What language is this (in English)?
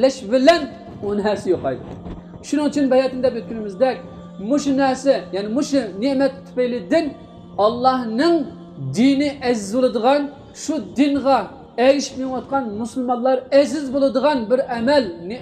Uyghur